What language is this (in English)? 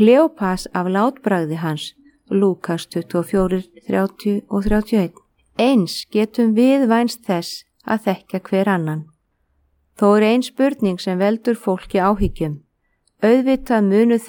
Icelandic